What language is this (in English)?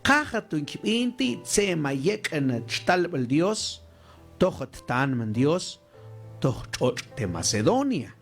Mam